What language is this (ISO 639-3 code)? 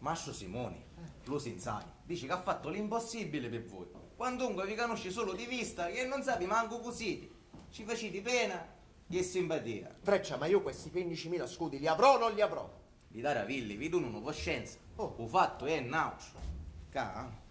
scn